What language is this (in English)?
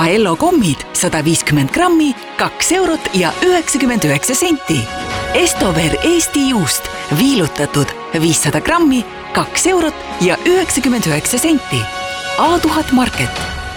Estonian